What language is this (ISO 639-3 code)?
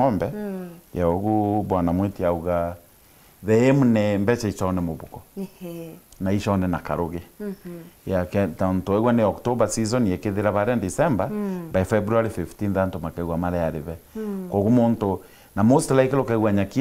mer